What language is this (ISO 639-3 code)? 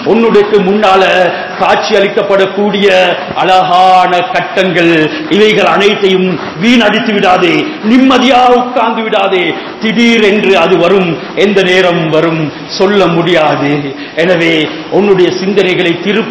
tam